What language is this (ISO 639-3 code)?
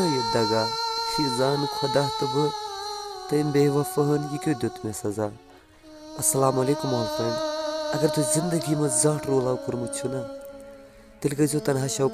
kas